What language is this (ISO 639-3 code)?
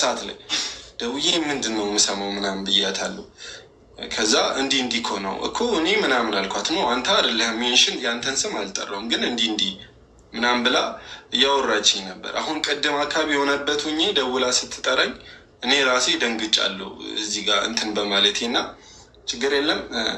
amh